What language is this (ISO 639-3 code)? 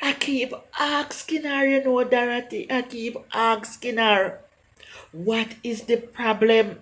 jam